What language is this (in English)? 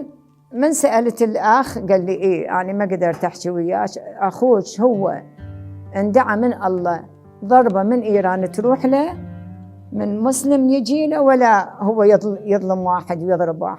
Mesopotamian Arabic